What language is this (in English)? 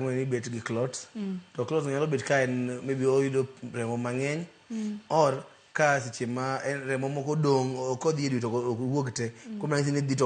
Luo (Kenya and Tanzania)